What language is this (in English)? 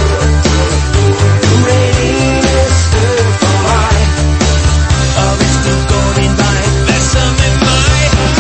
Danish